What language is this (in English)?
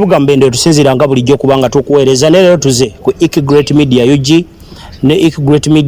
Ganda